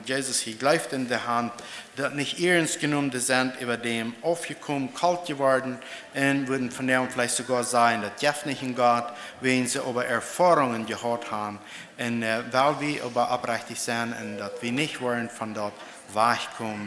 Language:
Plautdietsch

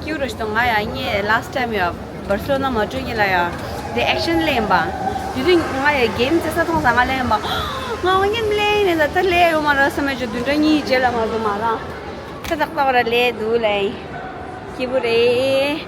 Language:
Tibetan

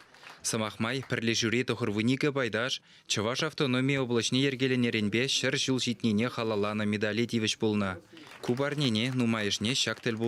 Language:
Chuvash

